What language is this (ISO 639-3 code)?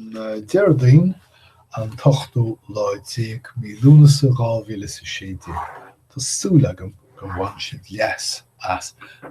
gle